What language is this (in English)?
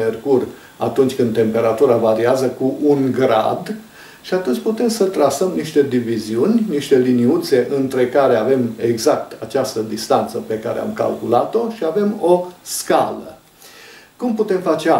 Romanian